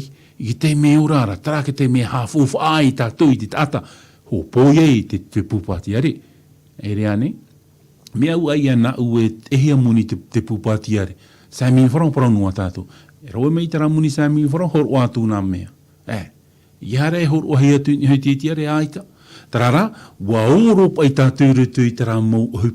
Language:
Tahitian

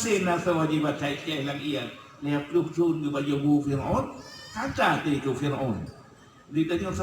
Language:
Achinese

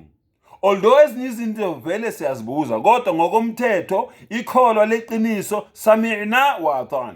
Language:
Zulu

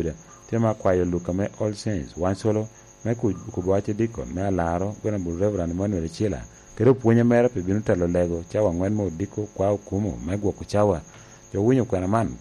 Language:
Lango (Uganda)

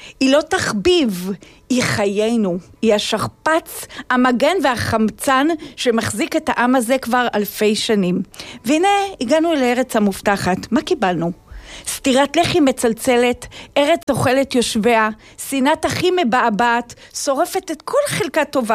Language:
Hebrew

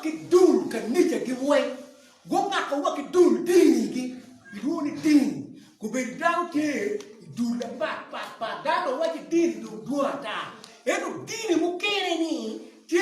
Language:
Acoli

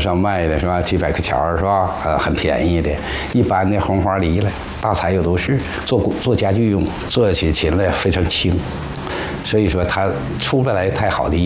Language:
Chinese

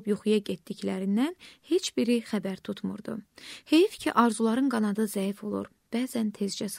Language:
Azerbaijani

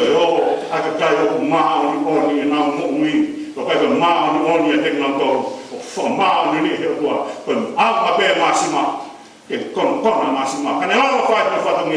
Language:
Tongan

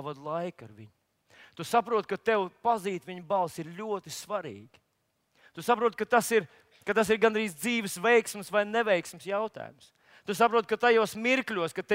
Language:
Latvian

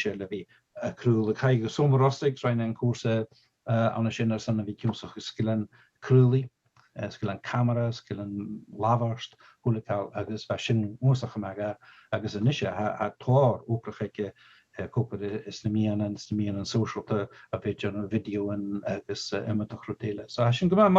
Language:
Scottish Gaelic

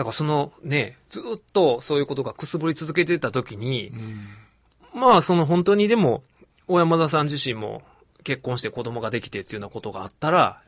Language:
Japanese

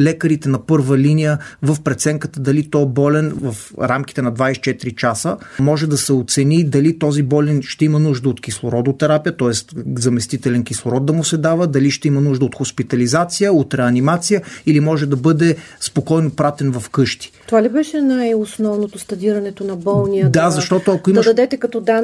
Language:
Bulgarian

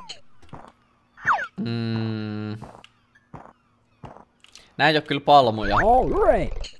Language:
Finnish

